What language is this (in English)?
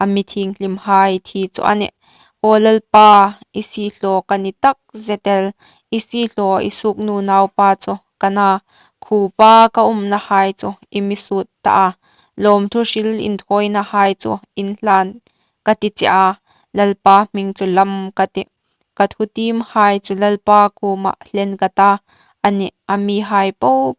Hmar